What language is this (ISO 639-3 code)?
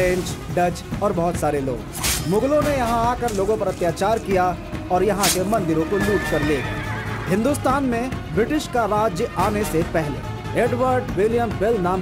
hin